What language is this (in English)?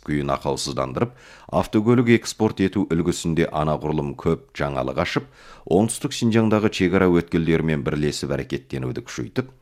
Kazakh